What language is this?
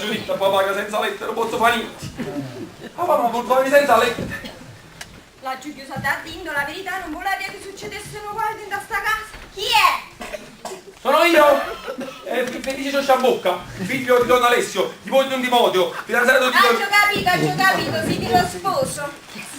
Neapolitan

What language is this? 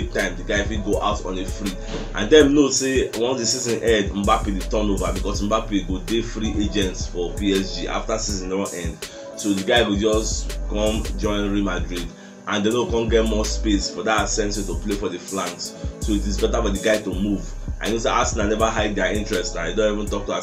Nigerian Pidgin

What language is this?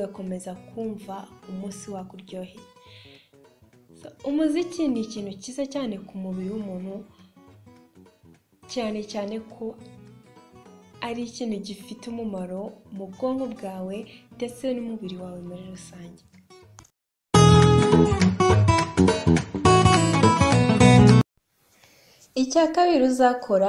Kinyarwanda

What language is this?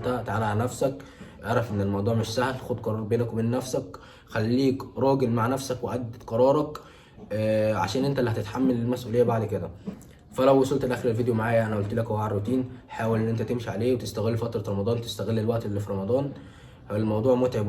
Egyptian Arabic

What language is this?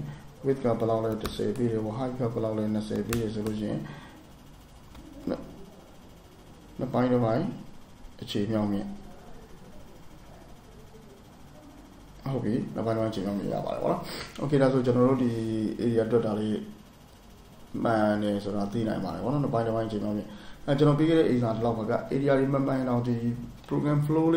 Burmese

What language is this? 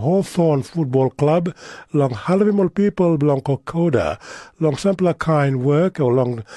Tok Pisin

